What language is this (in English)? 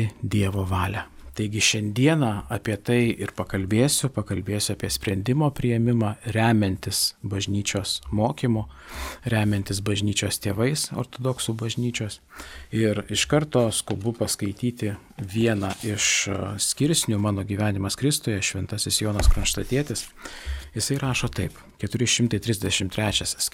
Lithuanian